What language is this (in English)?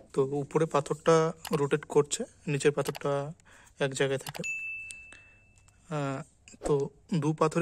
Bangla